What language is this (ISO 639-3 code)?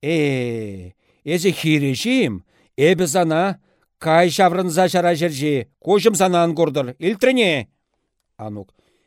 chv